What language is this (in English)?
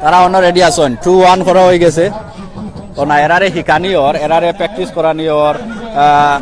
Sylheti